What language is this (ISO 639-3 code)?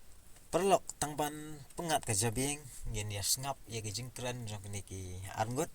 kha